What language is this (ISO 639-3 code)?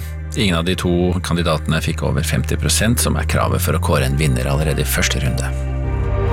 nor